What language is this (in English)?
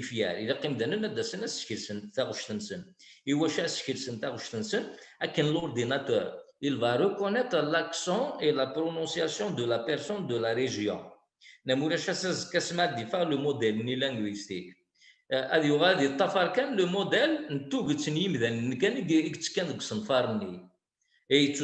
Kabyle